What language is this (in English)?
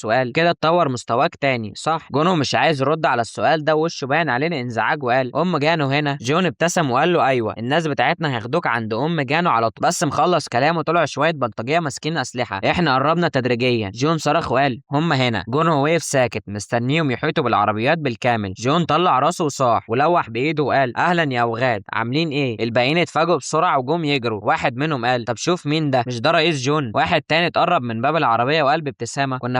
Egyptian Arabic